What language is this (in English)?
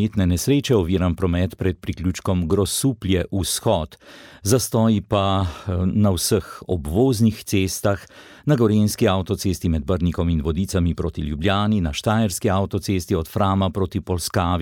Slovenian